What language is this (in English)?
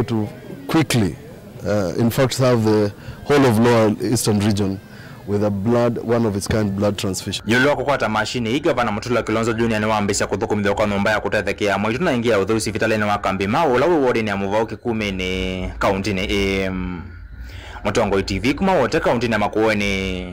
Kamba